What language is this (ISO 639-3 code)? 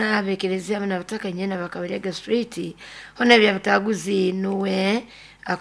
nyo